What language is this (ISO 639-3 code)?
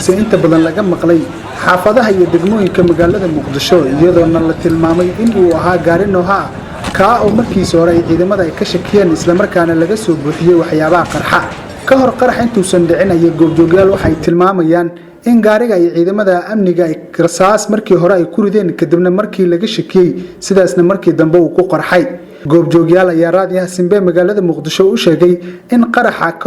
som